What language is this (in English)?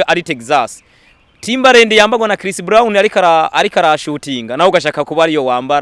Rundi